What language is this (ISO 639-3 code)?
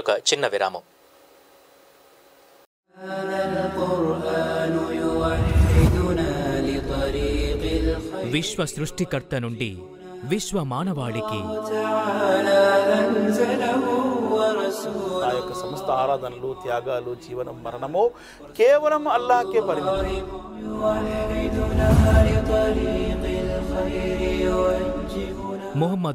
tel